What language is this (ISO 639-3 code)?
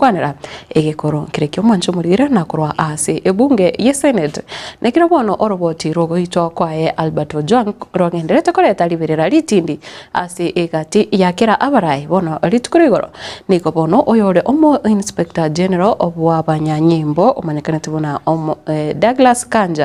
guz